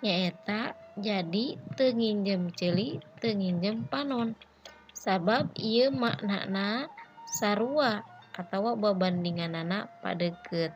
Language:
Sundanese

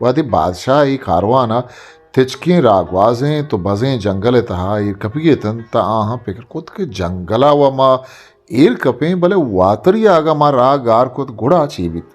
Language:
Eastern Balochi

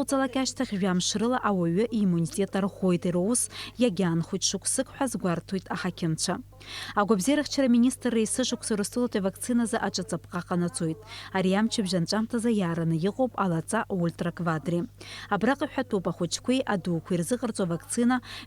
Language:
Abkhazian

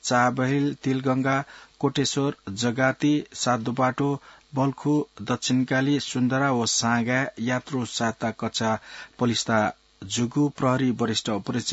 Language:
Newari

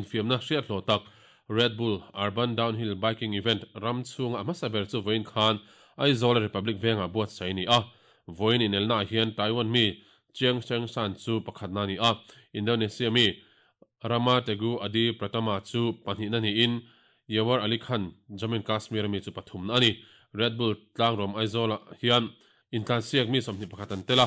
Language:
Mizo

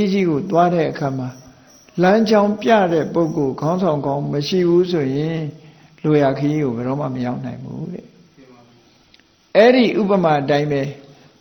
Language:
Burmese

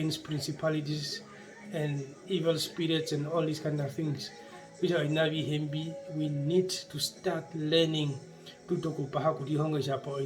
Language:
Herero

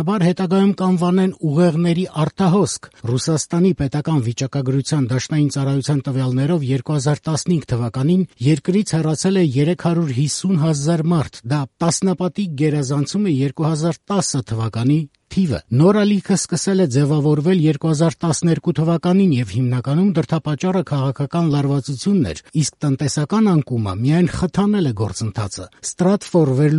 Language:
Armenian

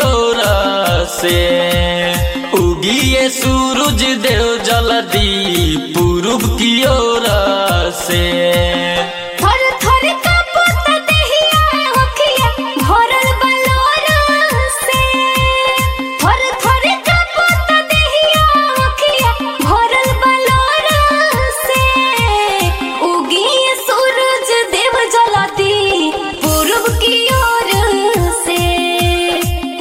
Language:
Bhojpuri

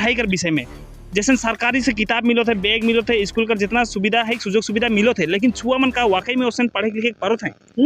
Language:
Sadri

